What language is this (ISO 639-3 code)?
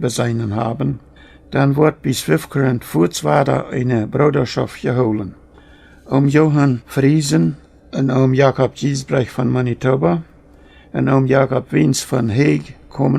pdt